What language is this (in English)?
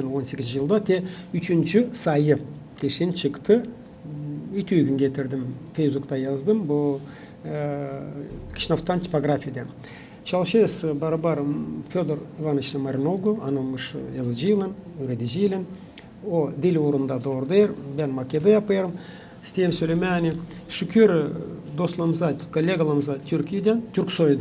Gagauz